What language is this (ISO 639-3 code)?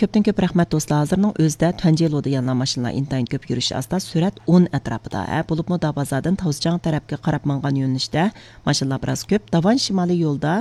uig